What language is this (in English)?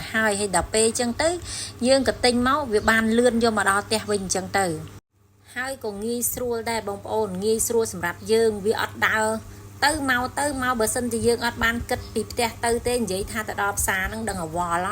Khmer